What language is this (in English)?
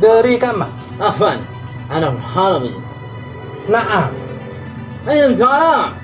Madurese